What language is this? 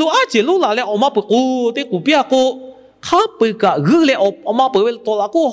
Lahu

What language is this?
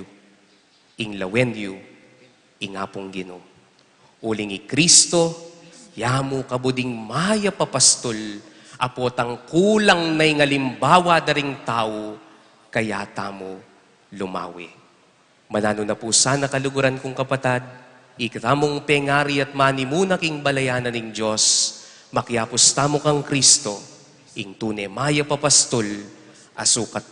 Pampanga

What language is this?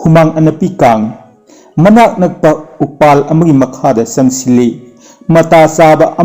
Manipuri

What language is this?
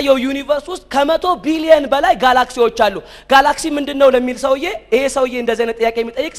Amharic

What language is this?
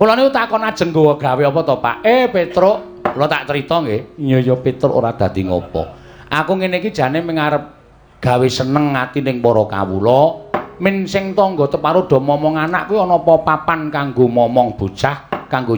Javanese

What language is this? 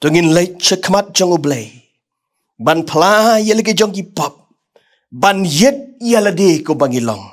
Khasi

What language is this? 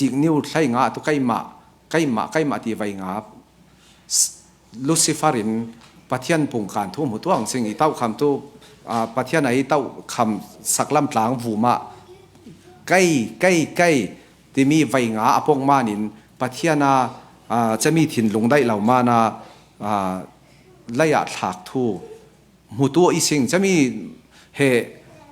Falam Chin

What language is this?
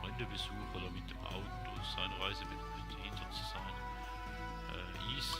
Swiss German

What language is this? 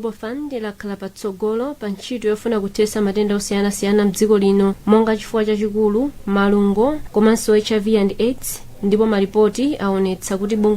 Nyanja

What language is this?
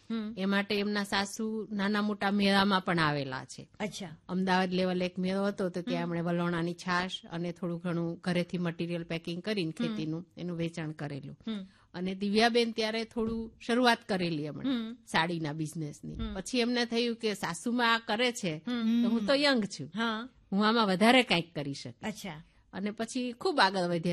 Gujarati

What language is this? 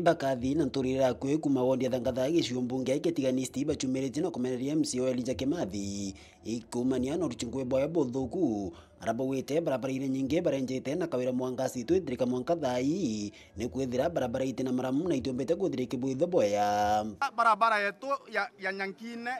Meru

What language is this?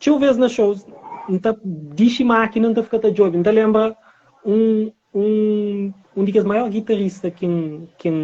Kabuverdianu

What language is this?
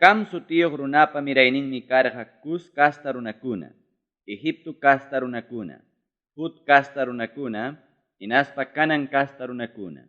Ayacucho Quechua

